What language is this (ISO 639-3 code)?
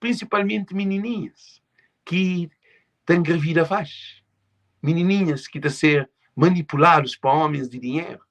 kea